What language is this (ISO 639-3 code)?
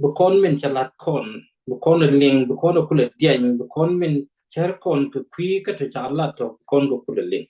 nus